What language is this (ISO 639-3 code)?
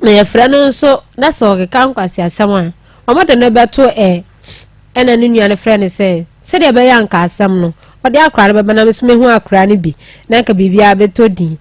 aka